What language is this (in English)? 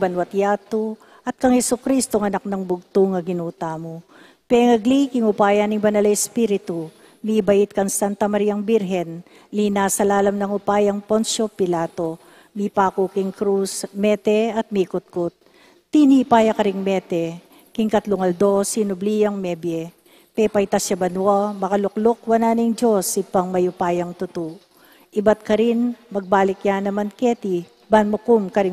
Pampanga